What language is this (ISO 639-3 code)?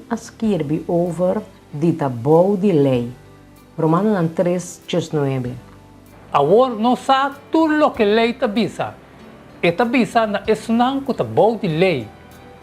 pap